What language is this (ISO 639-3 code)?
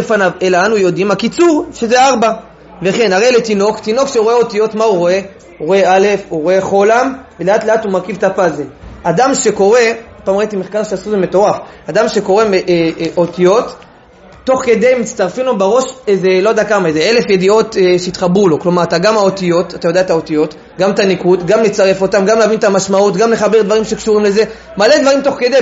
heb